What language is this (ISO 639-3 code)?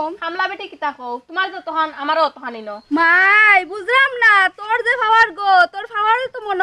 syl